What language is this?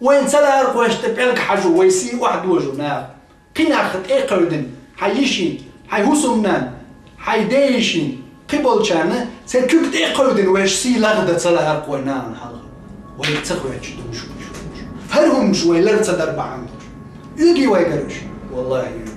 Chechen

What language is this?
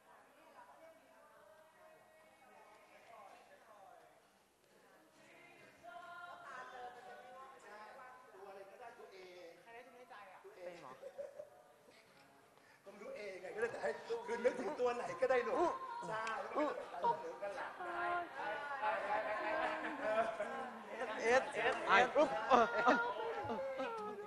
Thai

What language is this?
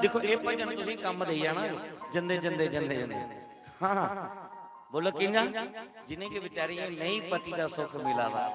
Dogri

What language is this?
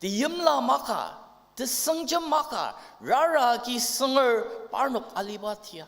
Ao Naga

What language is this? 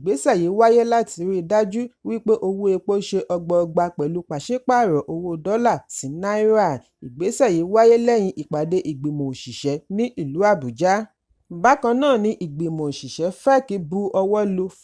Yoruba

